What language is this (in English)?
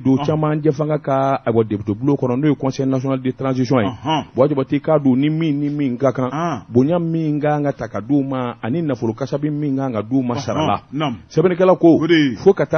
Bambara